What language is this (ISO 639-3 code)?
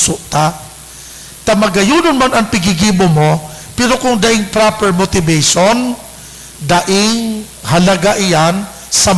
bik